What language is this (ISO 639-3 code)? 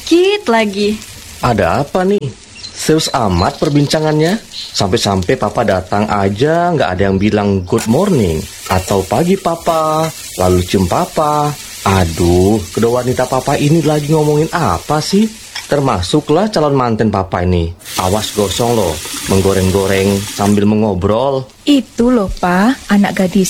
ind